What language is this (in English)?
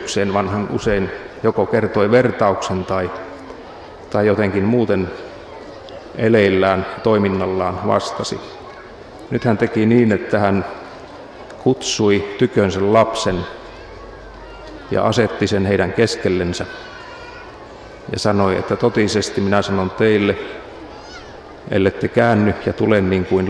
Finnish